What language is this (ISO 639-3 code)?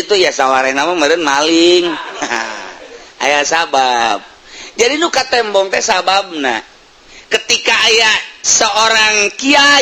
sun